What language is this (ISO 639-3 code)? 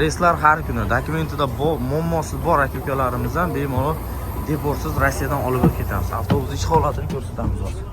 uzb